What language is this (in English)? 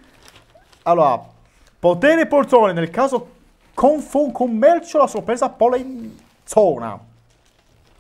Italian